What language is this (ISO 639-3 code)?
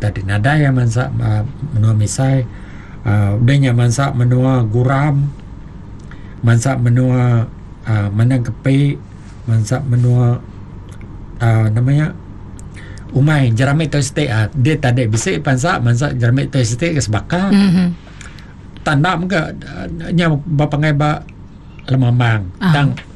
iba